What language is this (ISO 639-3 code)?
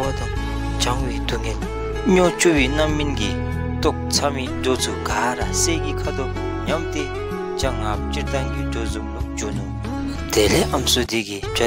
dzo